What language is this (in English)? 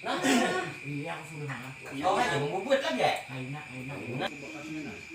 Banjar